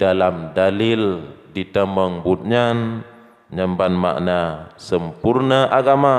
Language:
Achinese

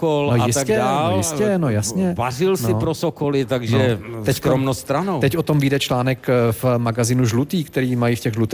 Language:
Czech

